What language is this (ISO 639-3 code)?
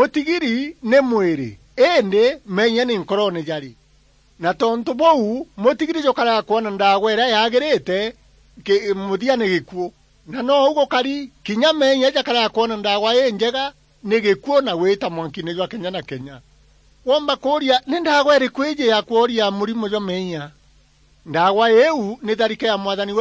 mer